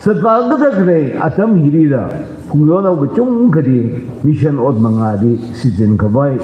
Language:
Tangkhul Naga (India)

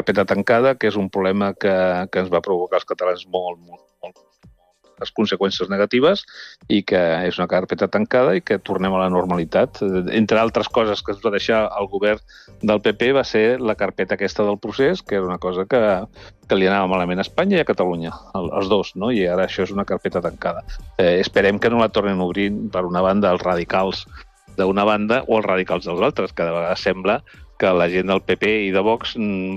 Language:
Catalan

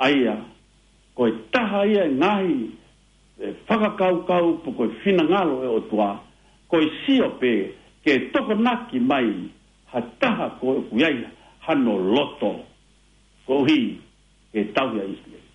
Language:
Tongan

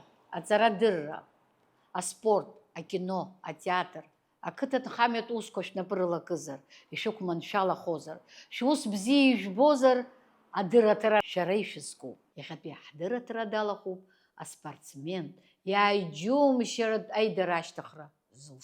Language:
Abkhazian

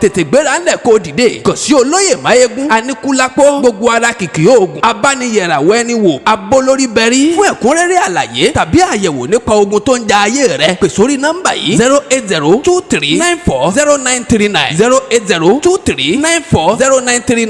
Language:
Yoruba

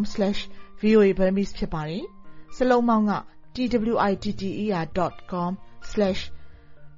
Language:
Burmese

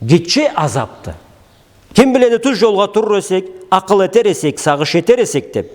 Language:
Karachay-Balkar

